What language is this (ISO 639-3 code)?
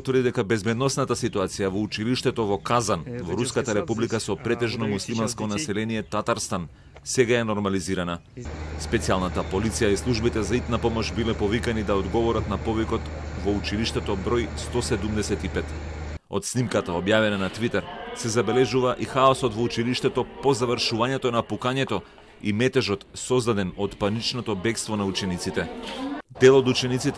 mkd